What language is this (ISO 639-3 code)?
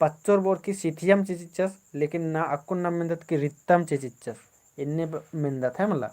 kru